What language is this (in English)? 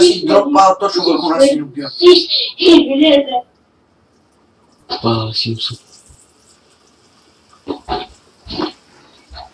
Bulgarian